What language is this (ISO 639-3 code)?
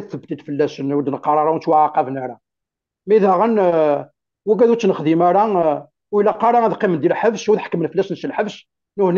kab